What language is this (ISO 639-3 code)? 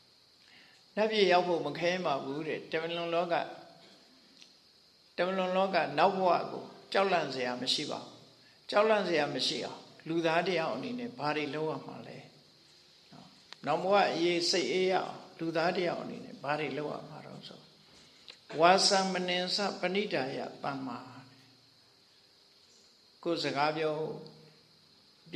mya